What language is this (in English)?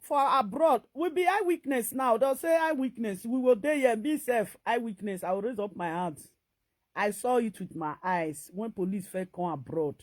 Nigerian Pidgin